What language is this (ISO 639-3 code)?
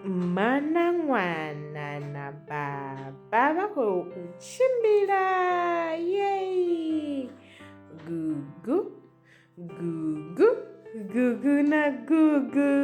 ven